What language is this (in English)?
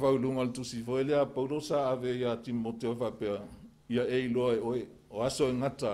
Samoan